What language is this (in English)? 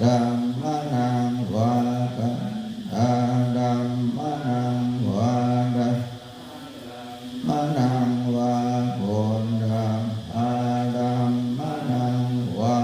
Pali